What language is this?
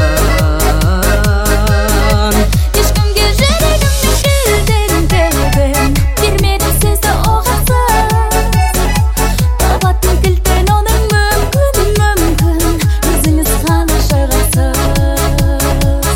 Kazakh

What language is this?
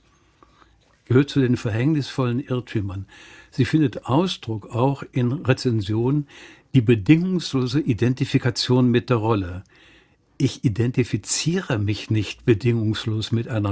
German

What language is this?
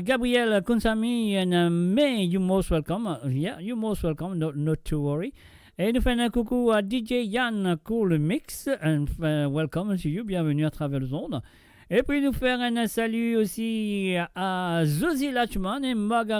Morisyen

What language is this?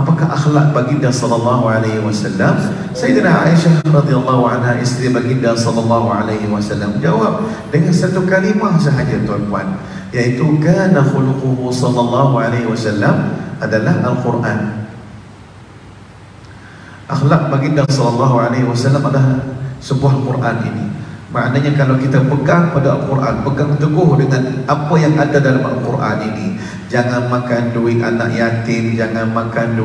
Malay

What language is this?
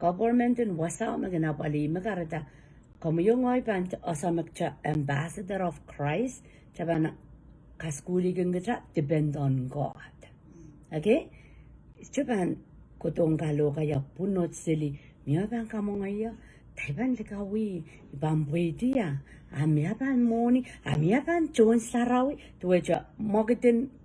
Pohnpeian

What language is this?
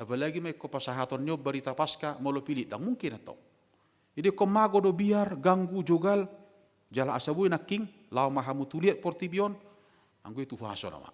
Batak Toba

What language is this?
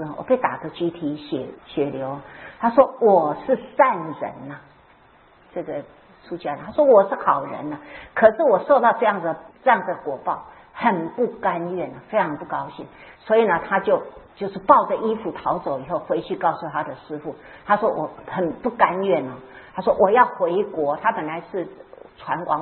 Chinese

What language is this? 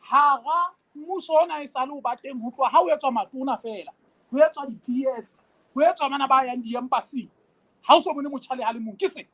Southern Sotho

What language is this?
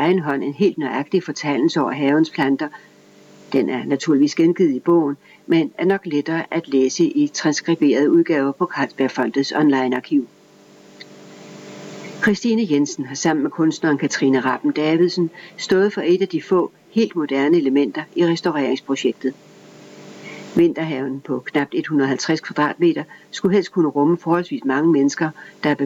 Danish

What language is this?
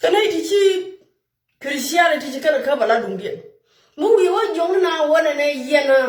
Nuer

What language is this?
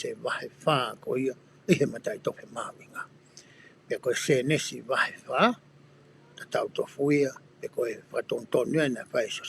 Tongan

